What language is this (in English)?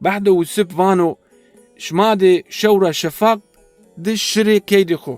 Zaza